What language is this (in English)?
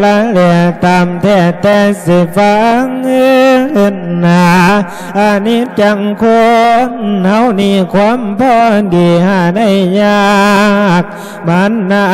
Lao